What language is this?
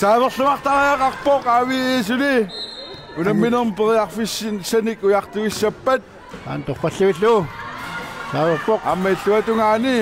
Kalaallisut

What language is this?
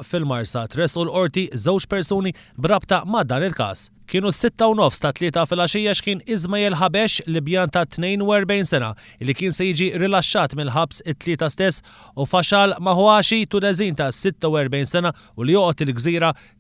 Maltese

